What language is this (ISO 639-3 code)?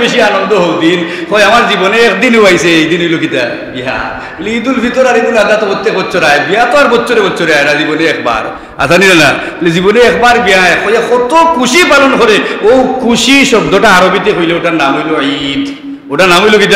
syl